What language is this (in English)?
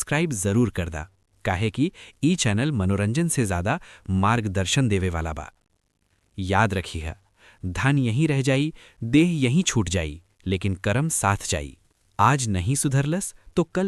Bhojpuri